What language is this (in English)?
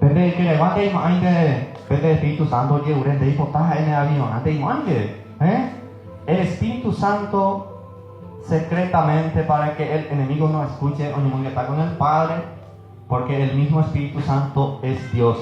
Guarani